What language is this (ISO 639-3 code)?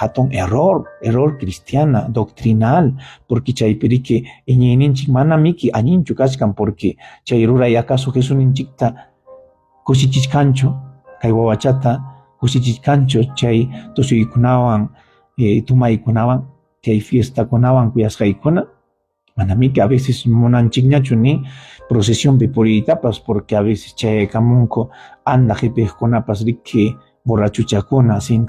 quy